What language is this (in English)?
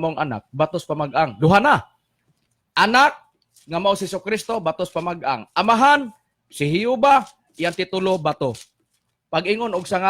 Cebuano